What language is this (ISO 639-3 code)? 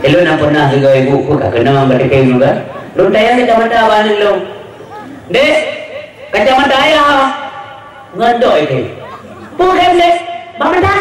ace